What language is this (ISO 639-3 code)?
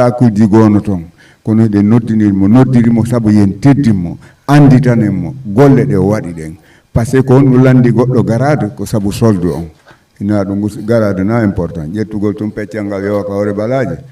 ful